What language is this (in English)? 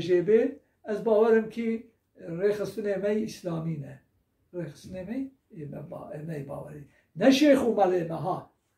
Kurdish